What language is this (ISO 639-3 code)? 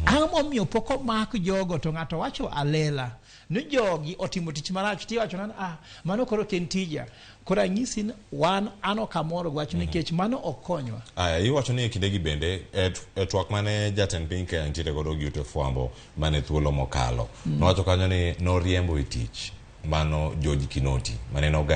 luo